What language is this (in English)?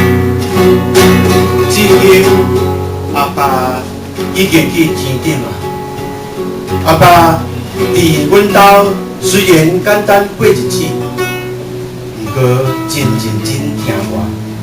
Min Nan Chinese